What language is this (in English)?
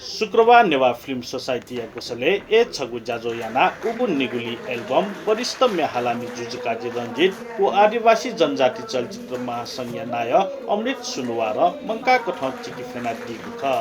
Newari